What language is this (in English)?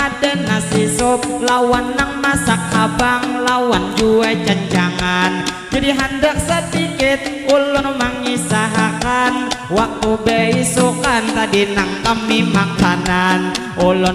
Banjar